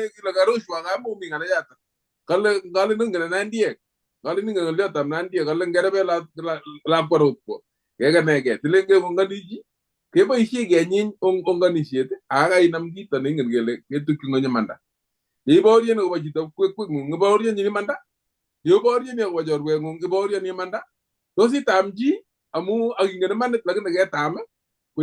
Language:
Kalenjin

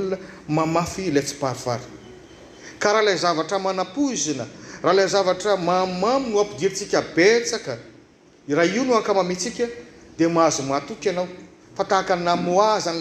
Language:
Malagasy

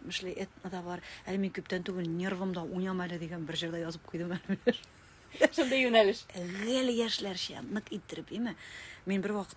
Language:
Tatar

